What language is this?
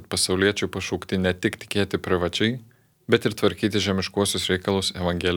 Lithuanian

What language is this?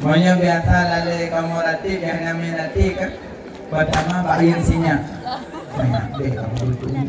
Achinese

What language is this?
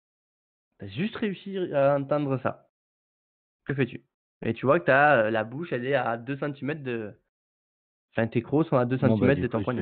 French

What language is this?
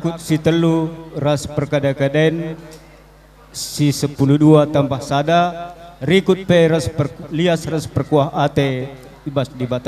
Batak Karo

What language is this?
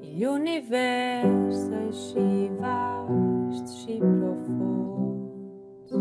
Romansh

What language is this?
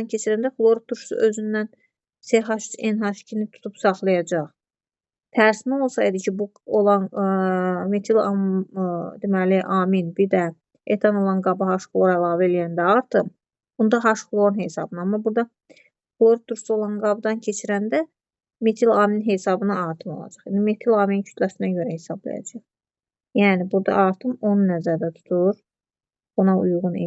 Azerbaijani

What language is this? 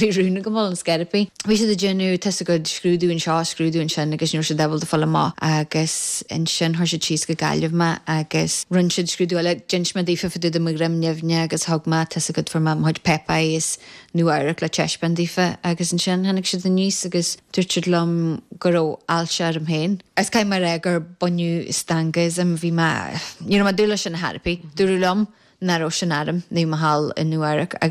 Irish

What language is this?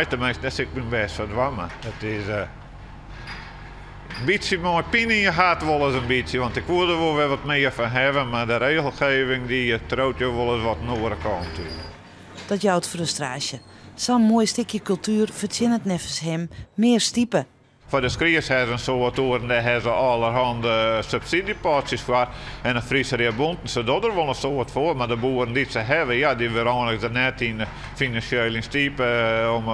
Western Frisian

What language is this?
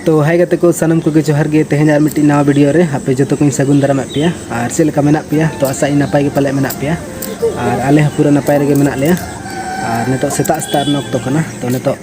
Santali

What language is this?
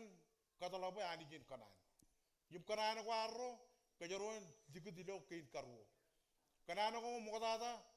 Marshallese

